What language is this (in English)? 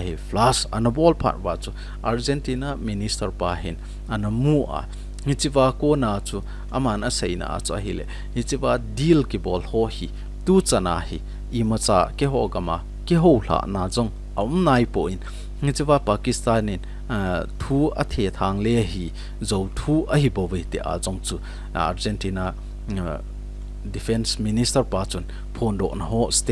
Thado Chin